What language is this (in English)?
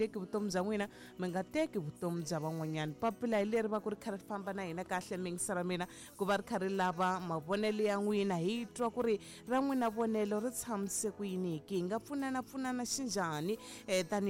Tsonga